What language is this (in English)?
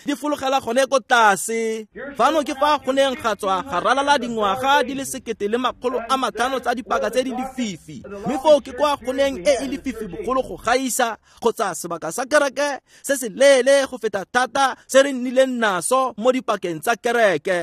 Tswana